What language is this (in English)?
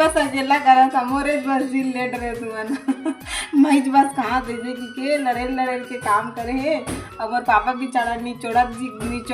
Chhattisgarhi